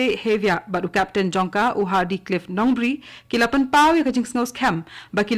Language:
Khasi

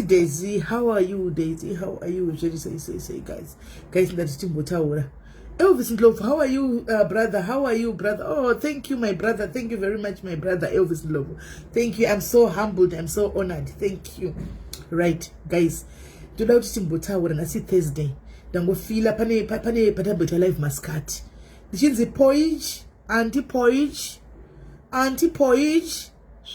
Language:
Shona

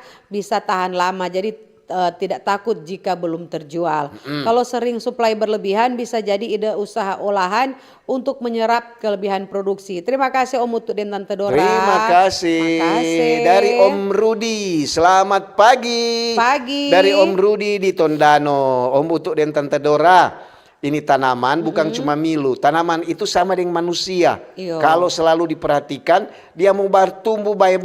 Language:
Manado Malay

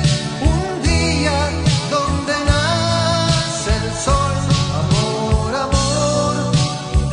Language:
Spanish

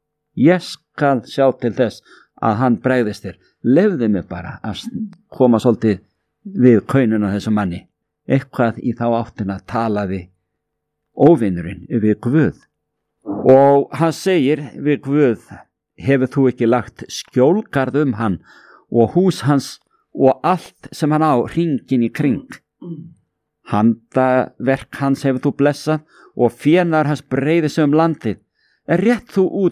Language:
Icelandic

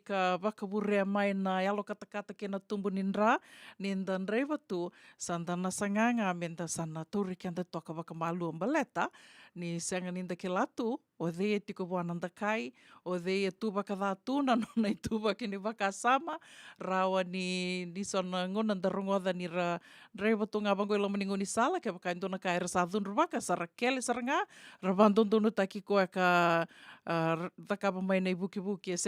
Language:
Fijian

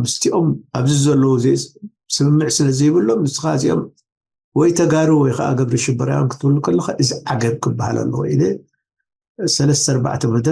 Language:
Tigrinya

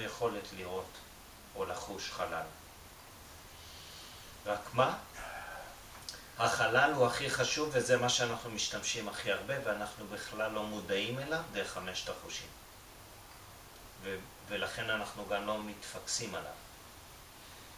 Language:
Hebrew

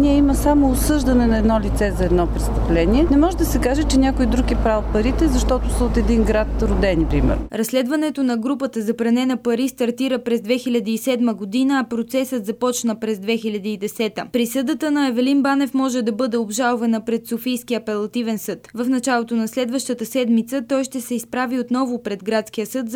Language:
Bulgarian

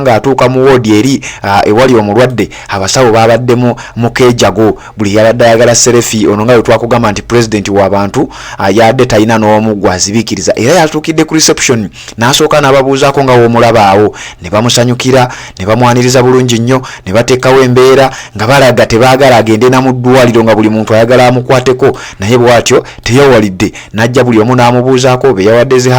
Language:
Ganda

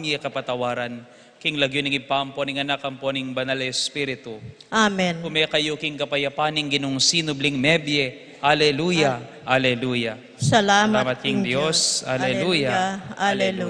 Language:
Pampanga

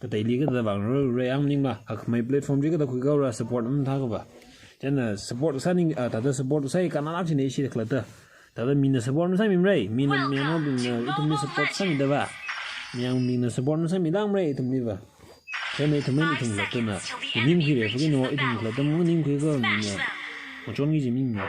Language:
Tangkhul Naga (India)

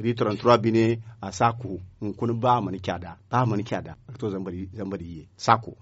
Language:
Zarma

